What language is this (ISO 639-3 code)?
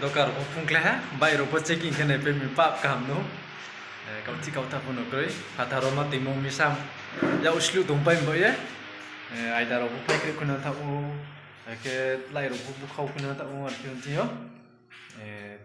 ria